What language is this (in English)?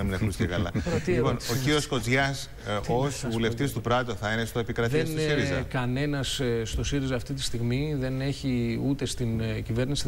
Greek